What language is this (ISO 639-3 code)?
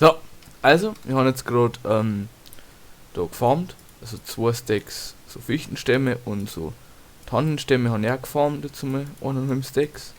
bar